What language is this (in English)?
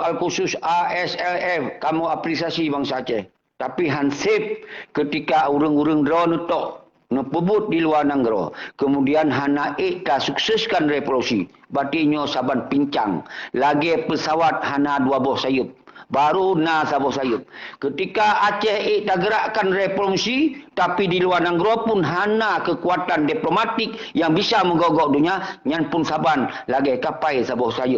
Achinese